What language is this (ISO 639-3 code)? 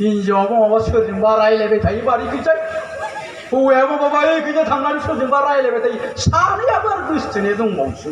brx